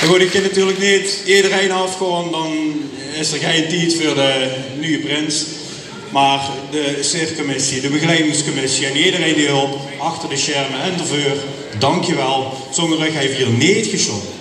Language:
Limburgish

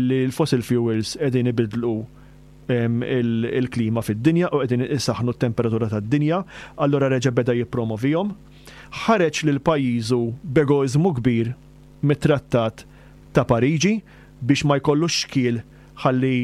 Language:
Maltese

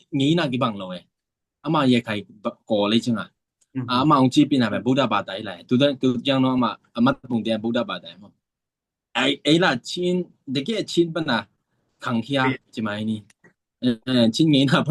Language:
Tedim Chin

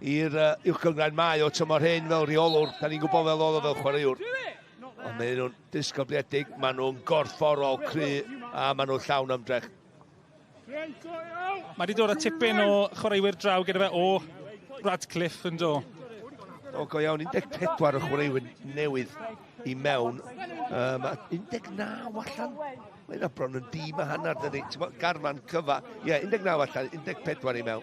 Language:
Welsh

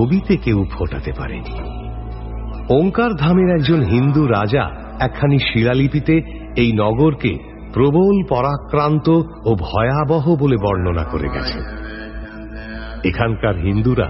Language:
Bangla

